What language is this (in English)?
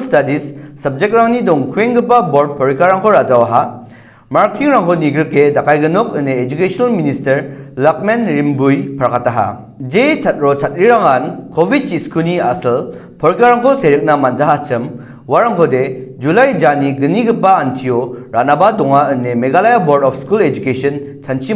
Garo